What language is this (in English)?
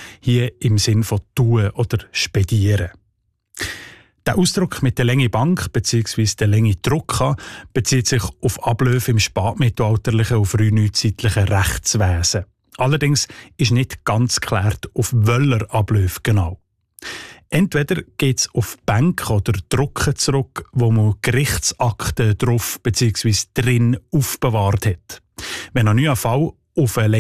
German